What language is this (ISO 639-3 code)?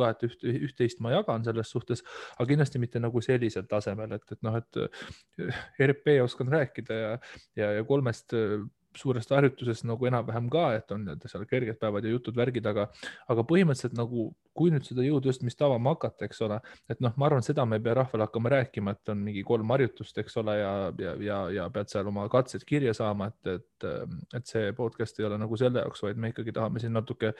est